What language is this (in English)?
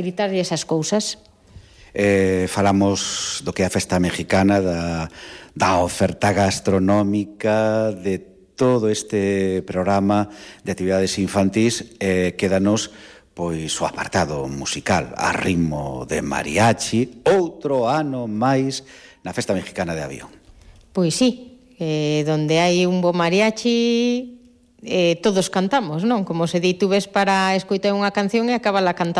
Galician